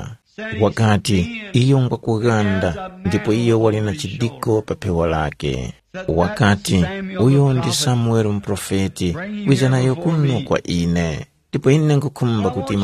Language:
Tumbuka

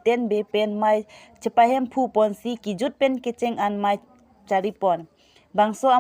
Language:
Karbi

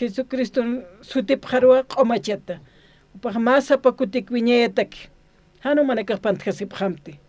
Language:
Aymara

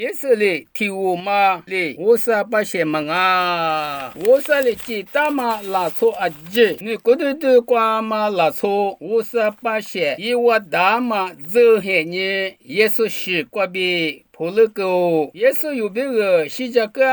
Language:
Lisu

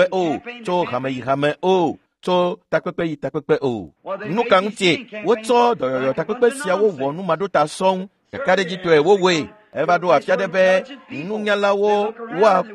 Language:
Ewe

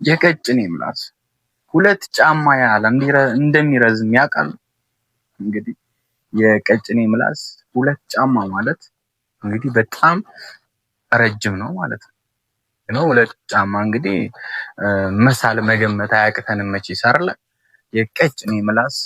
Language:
Amharic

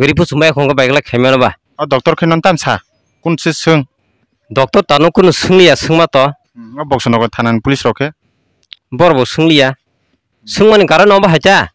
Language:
Kok Borok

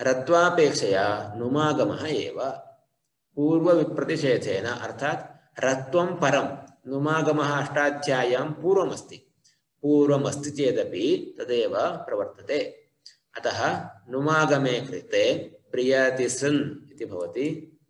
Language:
Sanskrit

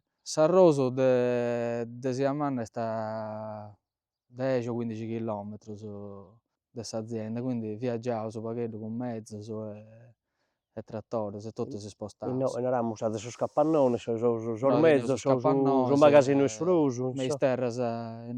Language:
Sardinian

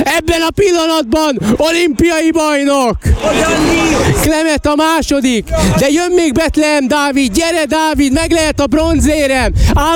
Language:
Hungarian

